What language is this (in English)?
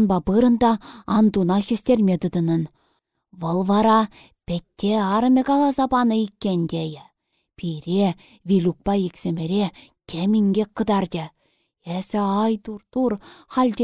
Chuvash